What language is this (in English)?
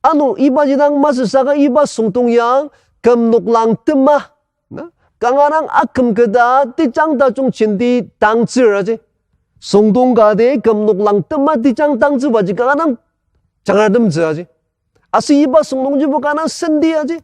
Ao Naga